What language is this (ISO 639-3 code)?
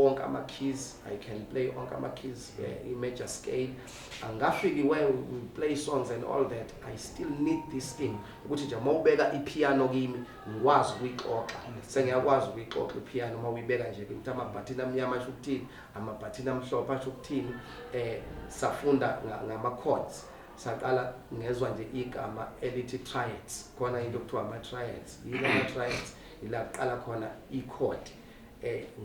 zul